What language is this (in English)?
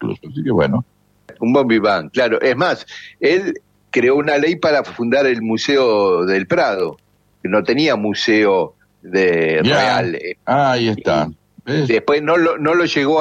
Spanish